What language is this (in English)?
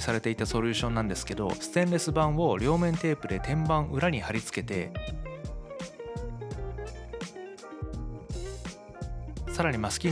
Japanese